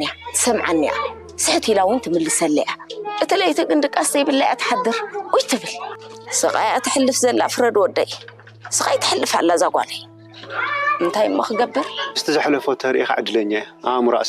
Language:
Tigrinya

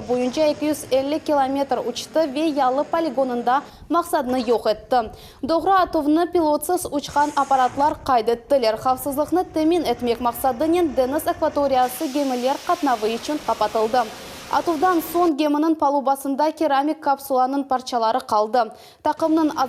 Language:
Crimean Tatar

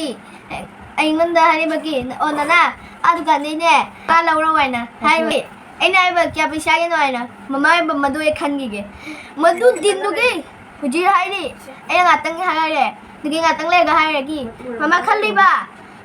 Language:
Manipuri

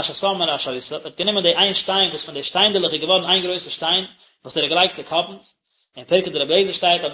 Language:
Yiddish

